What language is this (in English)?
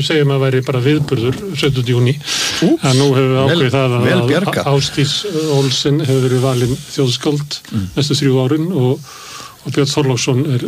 Icelandic